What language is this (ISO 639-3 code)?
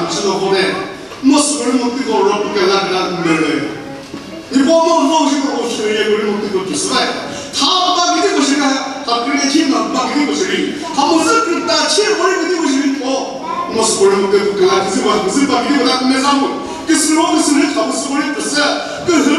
nri